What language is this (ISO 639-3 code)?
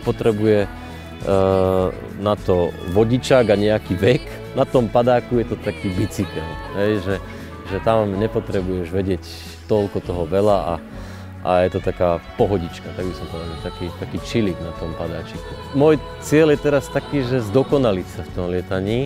slk